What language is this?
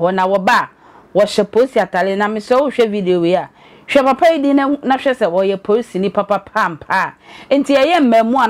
Akan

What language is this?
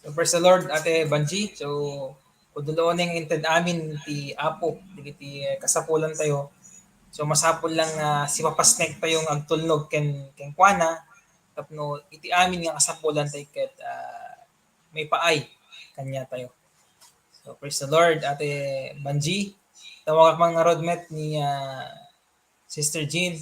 Iloko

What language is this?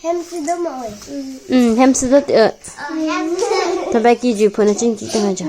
Karbi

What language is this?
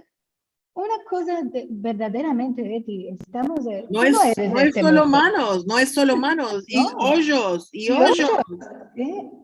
Ladino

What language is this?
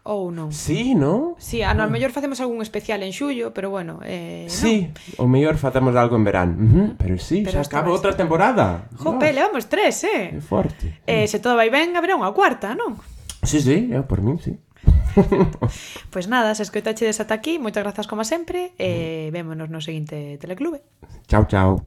Galician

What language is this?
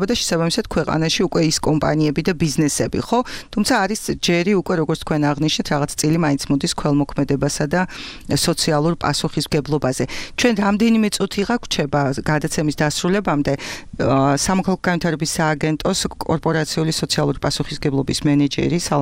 Georgian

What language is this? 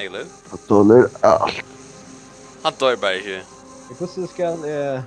Faroese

